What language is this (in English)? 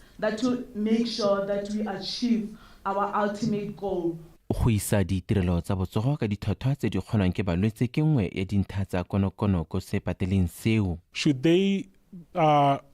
Tswana